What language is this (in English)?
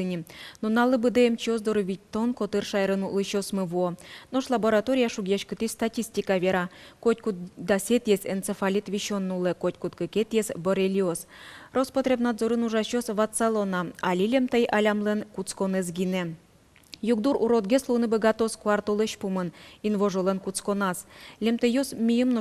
Udmurt